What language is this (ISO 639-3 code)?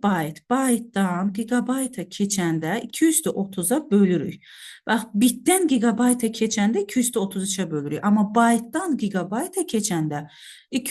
aze